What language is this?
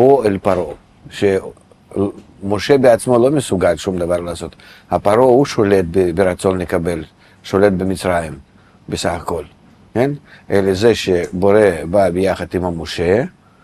Hebrew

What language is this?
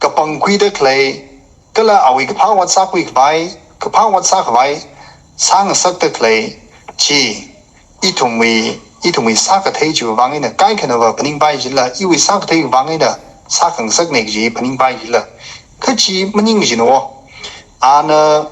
Tangkhul Naga (India)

